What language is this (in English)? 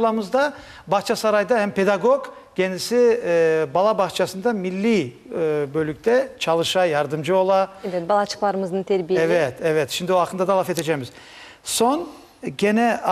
Crimean Tatar